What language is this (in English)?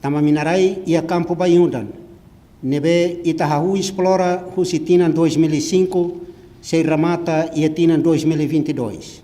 Tetum